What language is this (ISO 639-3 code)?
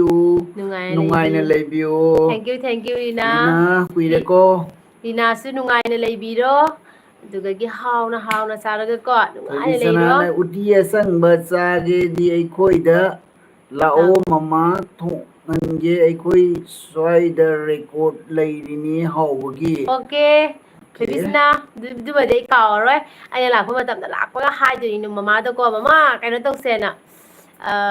mni